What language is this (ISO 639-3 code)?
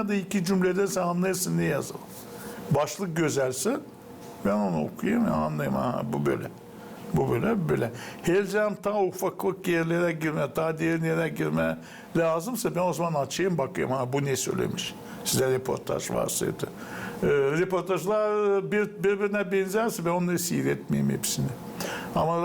gag